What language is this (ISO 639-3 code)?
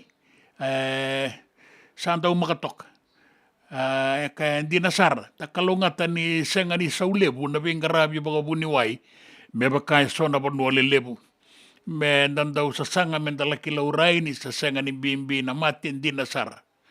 fij